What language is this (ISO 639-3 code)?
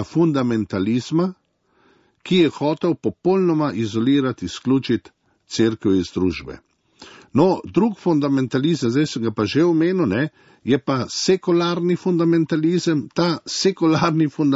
slv